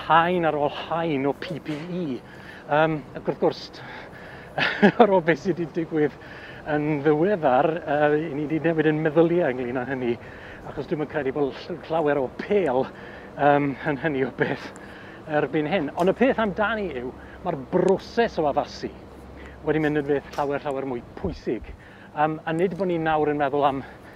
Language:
Welsh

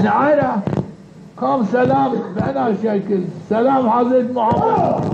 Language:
Zaza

